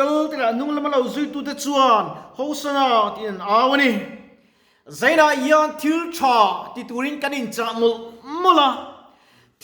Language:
Mizo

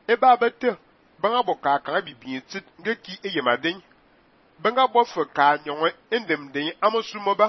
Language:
Fang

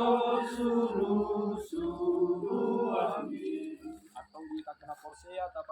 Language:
Batak Toba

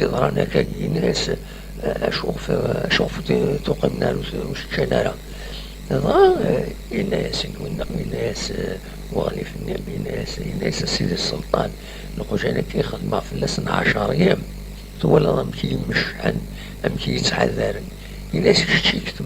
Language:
Kabyle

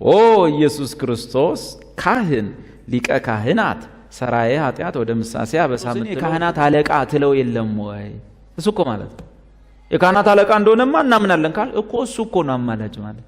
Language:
Amharic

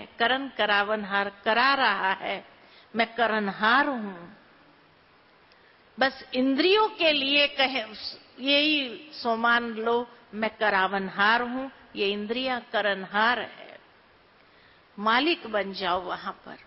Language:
Hindi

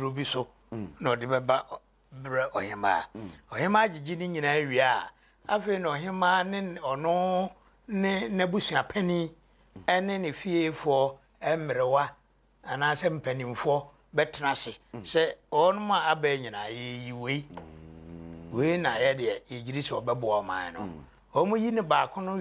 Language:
Akan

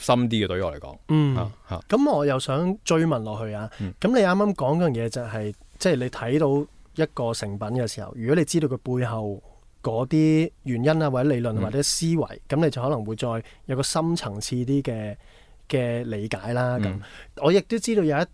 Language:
Cantonese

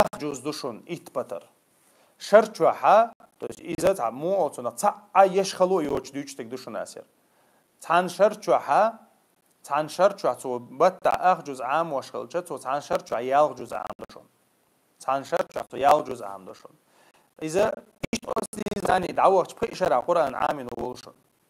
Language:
Chechen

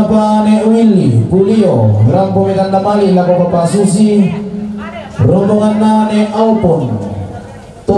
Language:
Toraja-Sa'dan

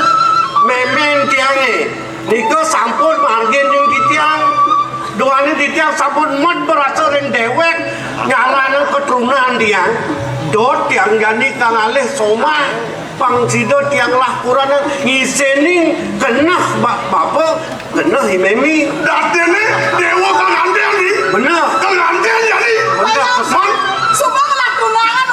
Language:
Balinese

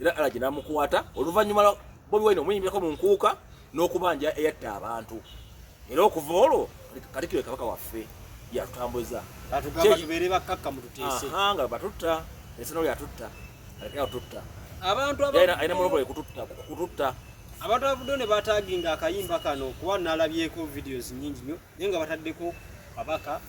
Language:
Ganda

